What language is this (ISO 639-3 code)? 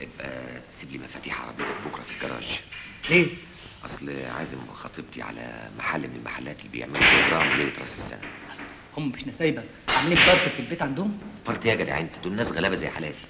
arz